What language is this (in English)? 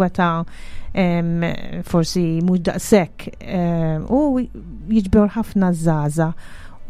Maltese